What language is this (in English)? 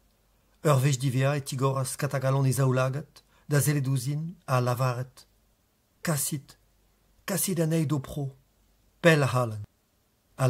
Breton